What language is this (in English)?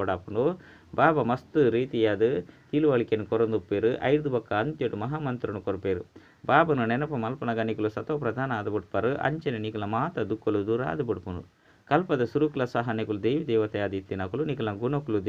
Tulu